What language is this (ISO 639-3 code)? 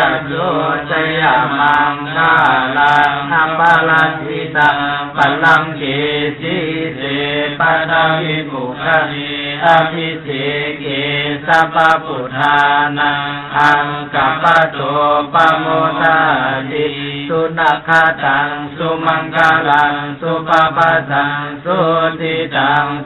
pli